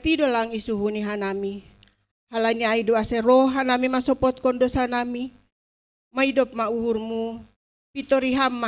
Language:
Batak Simalungun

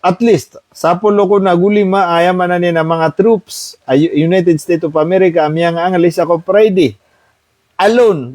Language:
Maranao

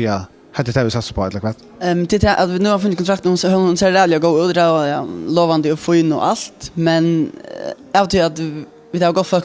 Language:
Faroese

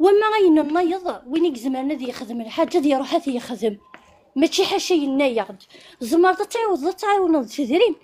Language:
Kabyle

